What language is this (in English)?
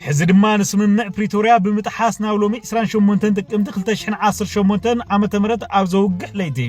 Tigrinya